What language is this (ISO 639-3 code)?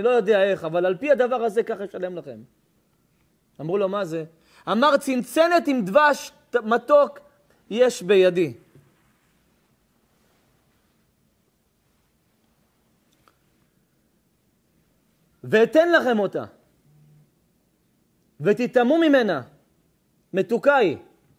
heb